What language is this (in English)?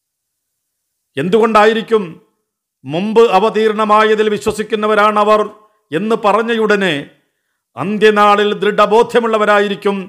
Malayalam